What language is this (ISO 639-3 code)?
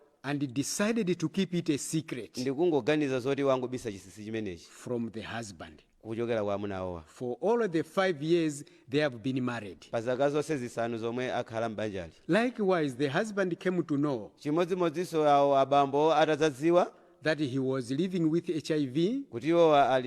nya